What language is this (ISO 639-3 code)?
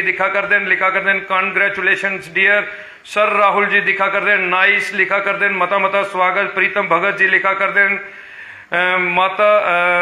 doi